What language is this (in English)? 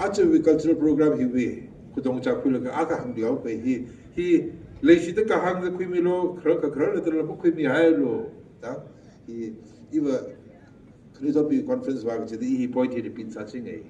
Tangkhul Naga (India)